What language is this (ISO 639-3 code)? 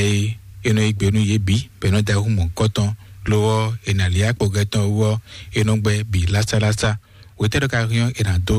fon